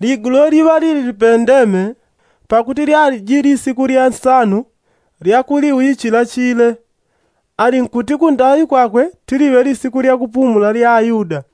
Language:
Yao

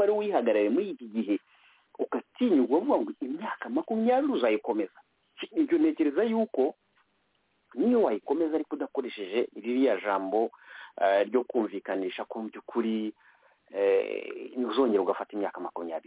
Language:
Kinyarwanda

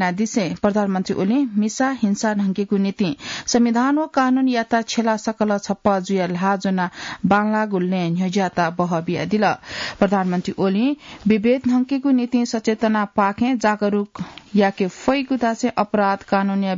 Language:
Newari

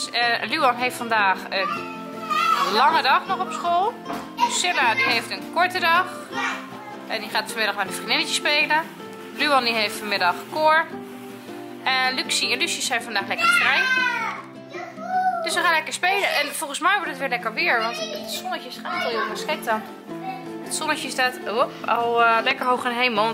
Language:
Dutch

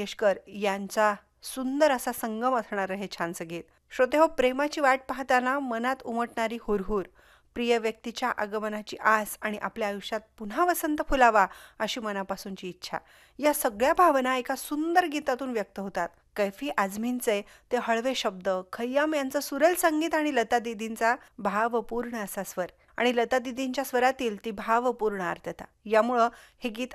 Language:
Marathi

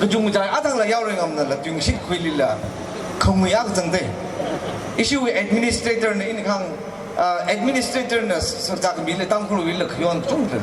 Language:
Tangkhul Naga (India)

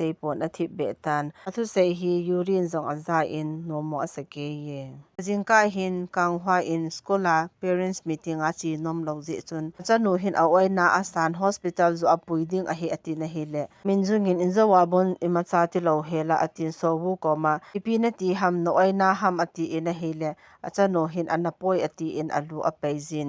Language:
Thado Chin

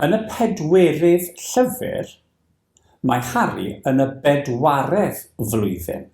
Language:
Welsh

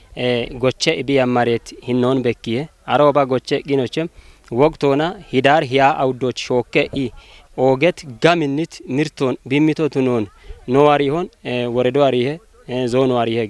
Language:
Kafa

